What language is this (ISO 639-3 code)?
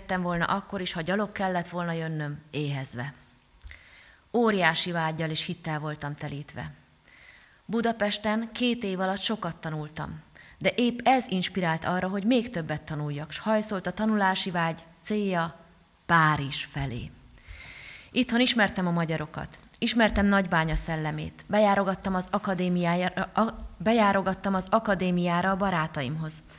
hun